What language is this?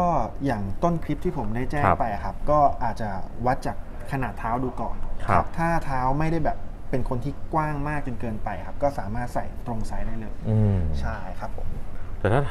Thai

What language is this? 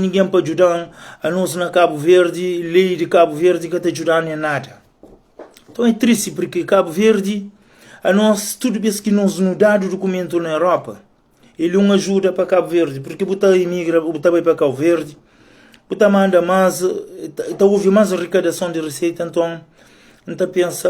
Kabuverdianu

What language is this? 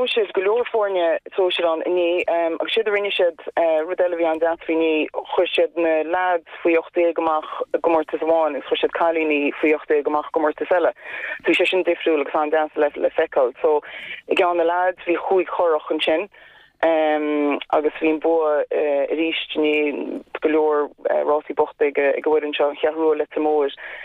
Irish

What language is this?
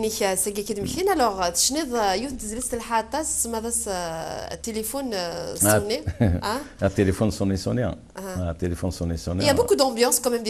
Kabyle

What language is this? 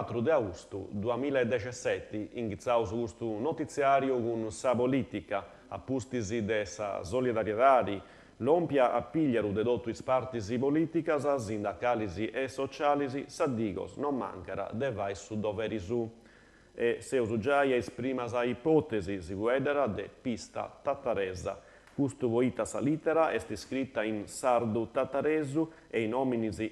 Sardinian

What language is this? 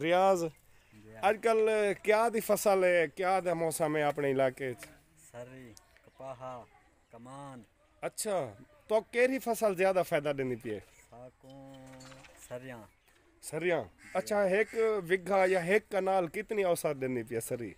Saraiki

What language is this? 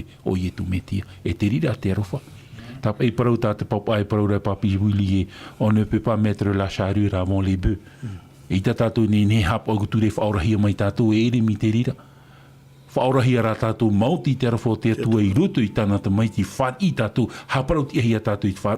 Tahitian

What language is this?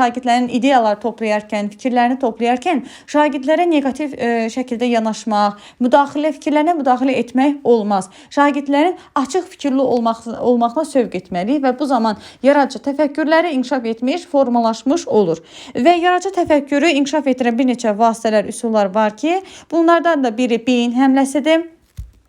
Azerbaijani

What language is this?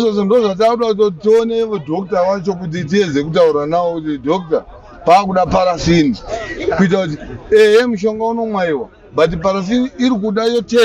Shona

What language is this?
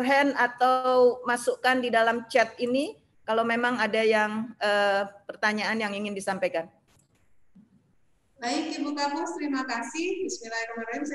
Indonesian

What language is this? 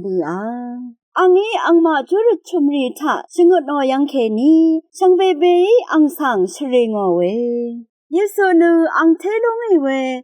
Rawang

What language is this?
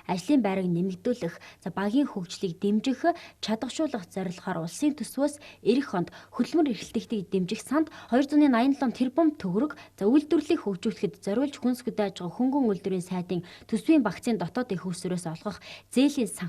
Mongolian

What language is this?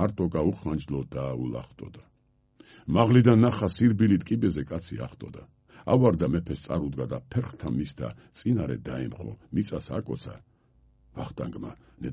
Georgian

